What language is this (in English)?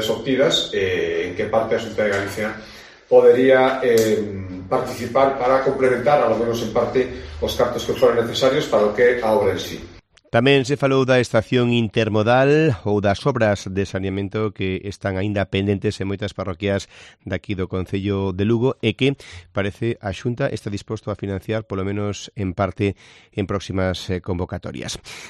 Galician